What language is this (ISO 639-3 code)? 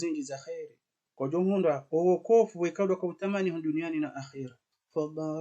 zdj